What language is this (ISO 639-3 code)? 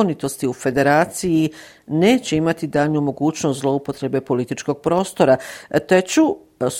bos